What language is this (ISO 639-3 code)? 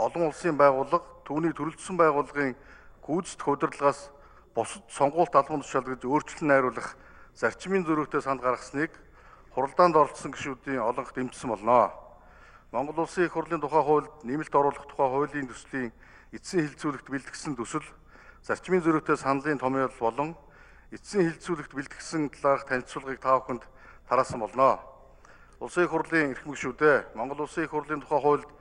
mon